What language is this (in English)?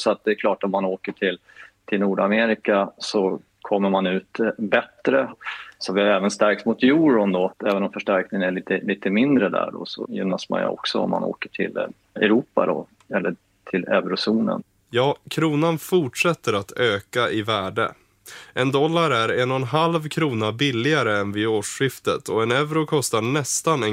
Swedish